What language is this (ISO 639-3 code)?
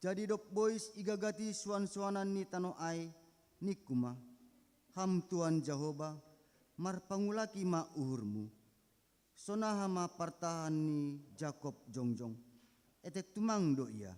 bts